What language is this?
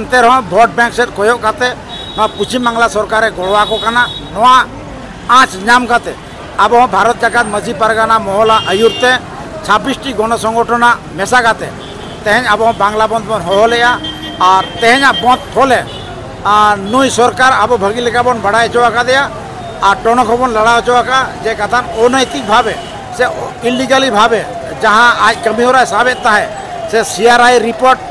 Santali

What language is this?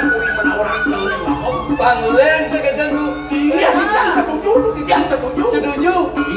Balinese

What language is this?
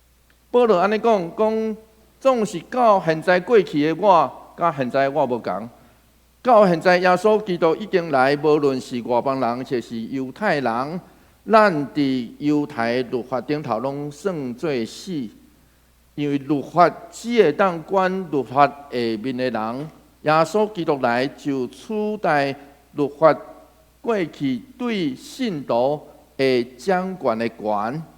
Min Nan Chinese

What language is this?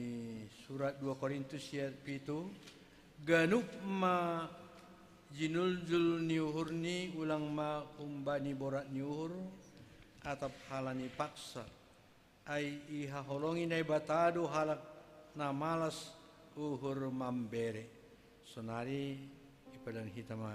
Batak Simalungun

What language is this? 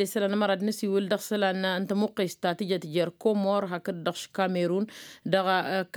Tamasheq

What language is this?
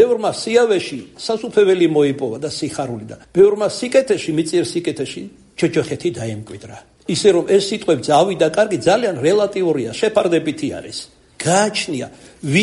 Georgian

